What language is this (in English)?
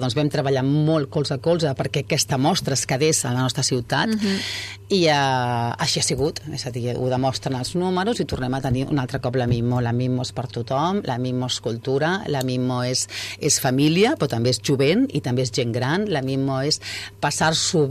Catalan